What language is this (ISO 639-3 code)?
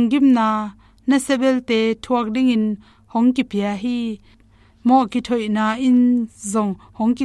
ctd